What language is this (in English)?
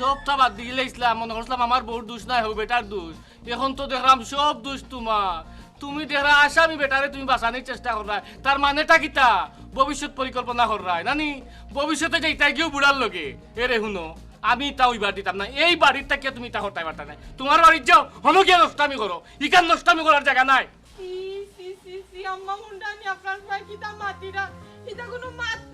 Sylheti